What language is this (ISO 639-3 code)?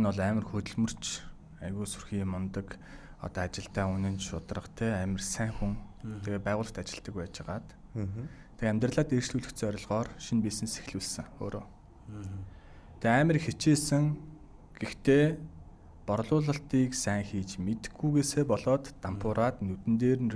mon